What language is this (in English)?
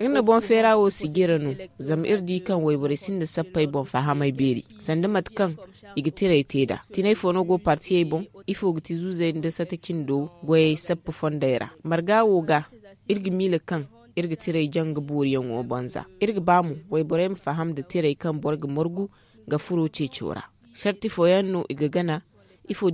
Zarma